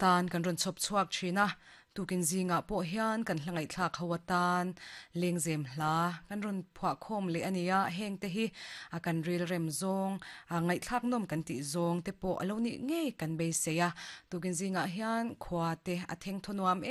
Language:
Mizo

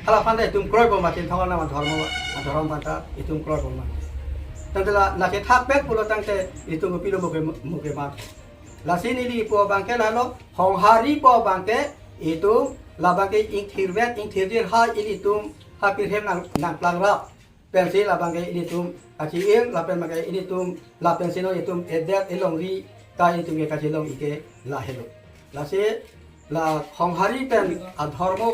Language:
Karbi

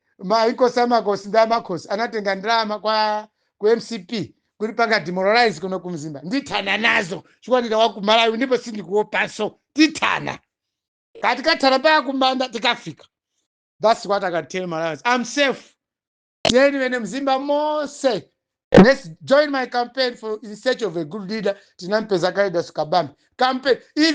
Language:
Nyanja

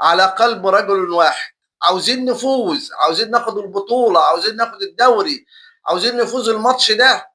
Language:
Egyptian Arabic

